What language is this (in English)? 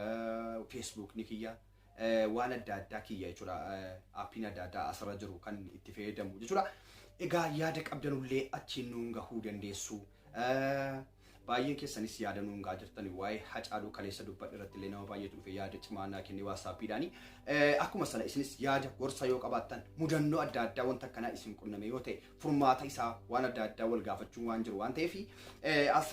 Oromo